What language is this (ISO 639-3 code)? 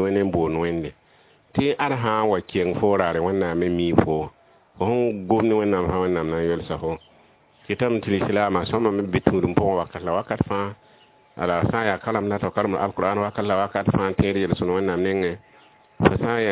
mos